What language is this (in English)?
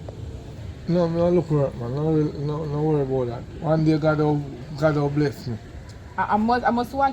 Jamaican Creole English